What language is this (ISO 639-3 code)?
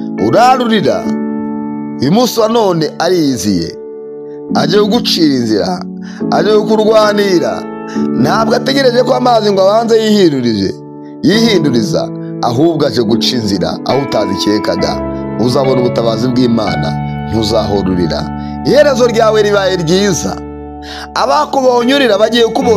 kin